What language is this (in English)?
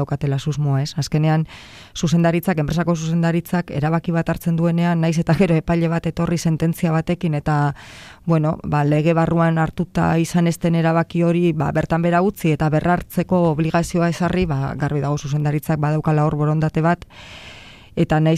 Basque